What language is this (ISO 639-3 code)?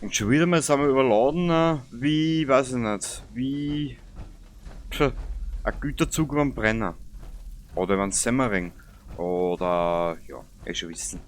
bar